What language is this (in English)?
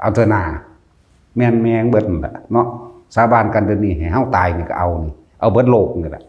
Northeastern Thai